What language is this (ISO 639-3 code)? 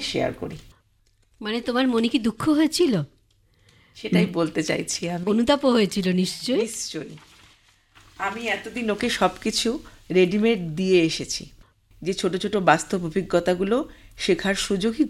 ben